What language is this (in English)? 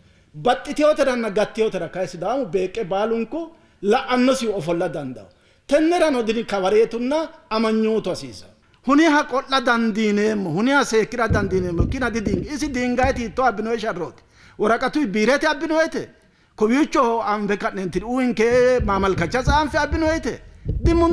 Sidamo